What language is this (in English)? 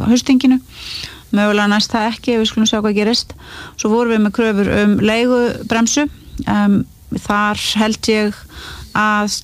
Icelandic